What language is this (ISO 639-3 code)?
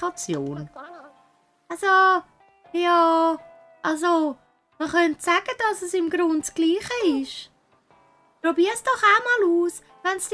gsw